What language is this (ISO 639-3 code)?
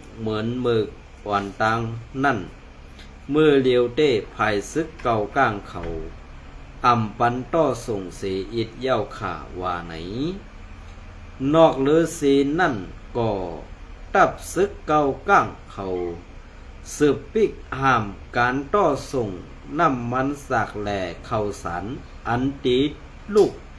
shn